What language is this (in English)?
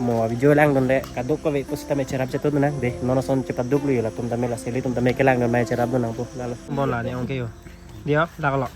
Karbi